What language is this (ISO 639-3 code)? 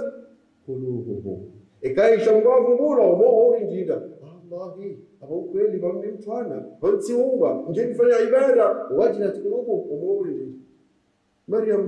swa